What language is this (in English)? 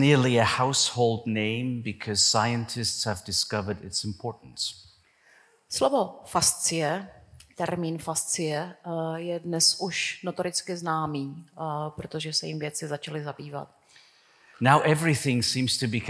Czech